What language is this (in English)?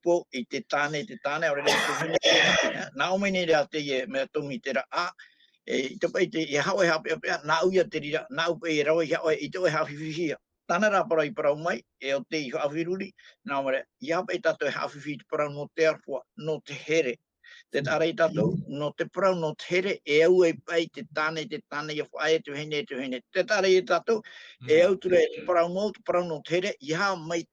Tahitian